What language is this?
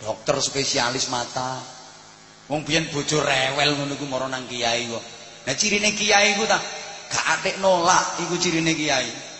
Javanese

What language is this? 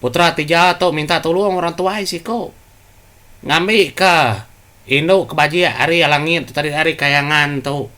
Iban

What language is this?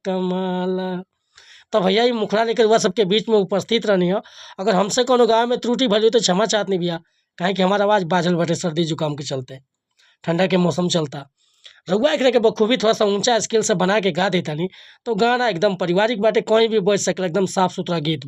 Bhojpuri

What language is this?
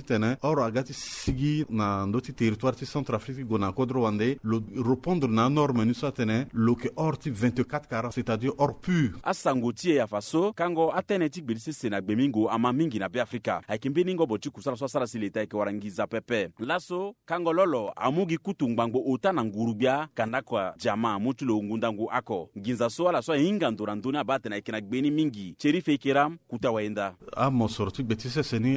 Sango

